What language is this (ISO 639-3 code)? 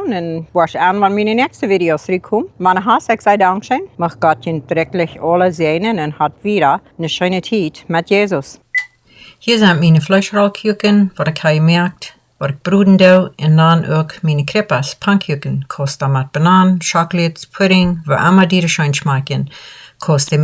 pdt